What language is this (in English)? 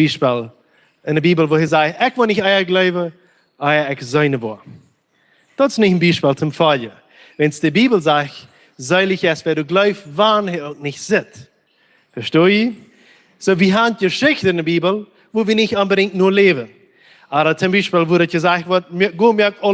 Plautdietsch